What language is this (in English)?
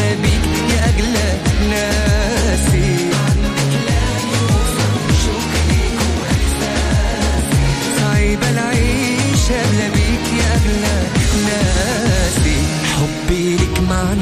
Moroccan Arabic